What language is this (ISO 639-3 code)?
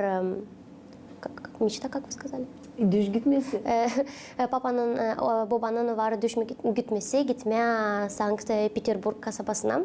gag